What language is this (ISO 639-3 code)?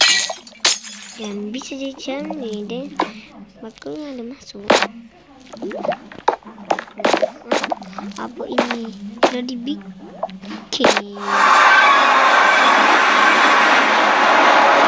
msa